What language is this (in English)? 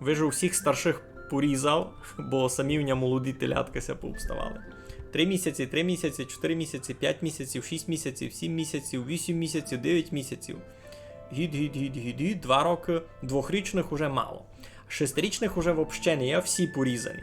Rusyn